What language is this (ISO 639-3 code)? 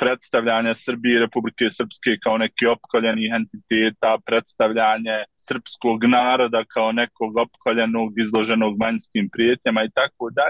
bos